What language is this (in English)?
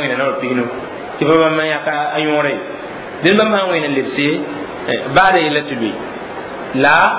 Mossi